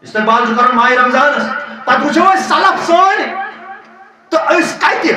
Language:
Kashmiri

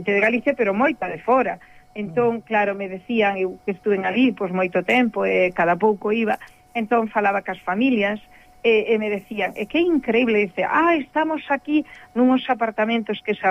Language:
Galician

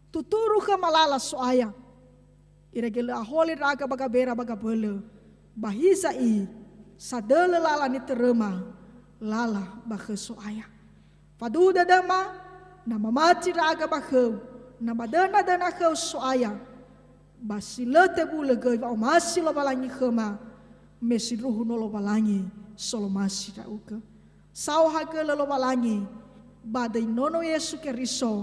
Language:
Nias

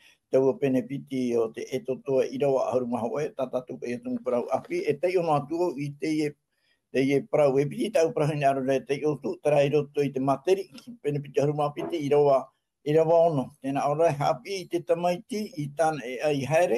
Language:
Tahitian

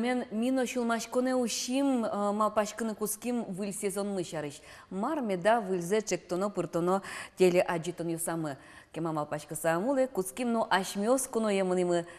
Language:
Udmurt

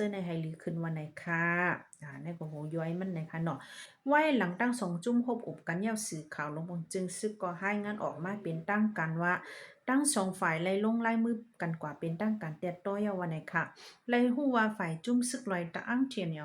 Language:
Shan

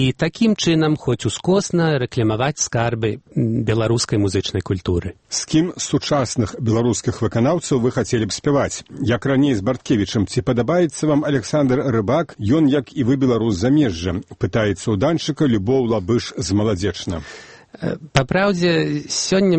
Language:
Belarusian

